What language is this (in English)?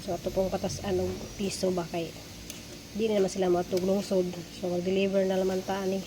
Cebuano